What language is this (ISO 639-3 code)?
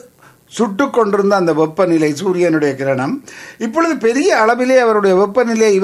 tam